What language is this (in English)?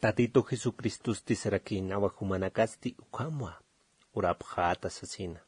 Aymara